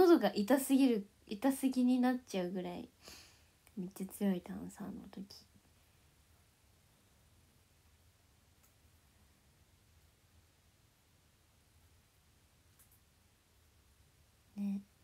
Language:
Japanese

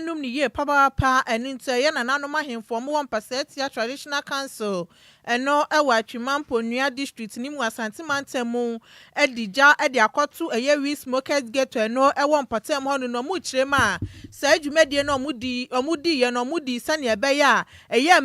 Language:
Akan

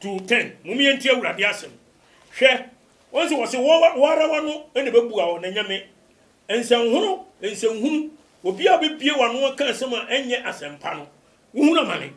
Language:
Akan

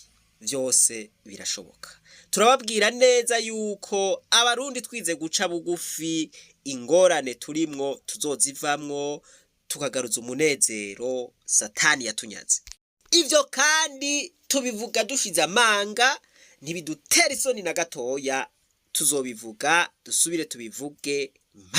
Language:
Rundi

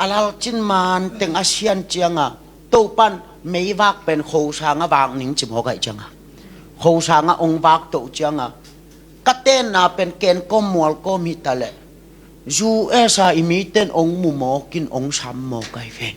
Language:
Tedim Chin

